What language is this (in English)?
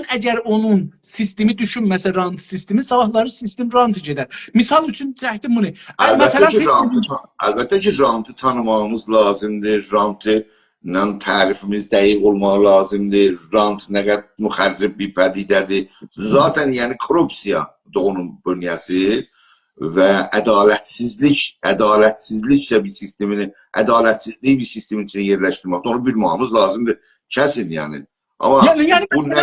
South Azerbaijani